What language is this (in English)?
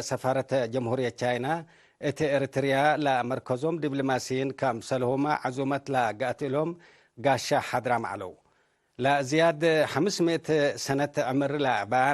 Tigre